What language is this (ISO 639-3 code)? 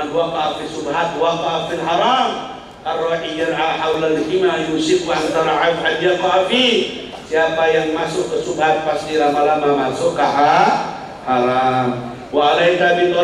ind